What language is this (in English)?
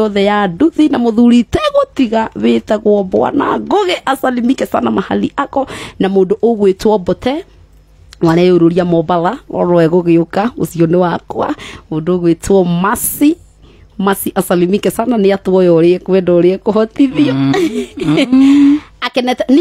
Kikuyu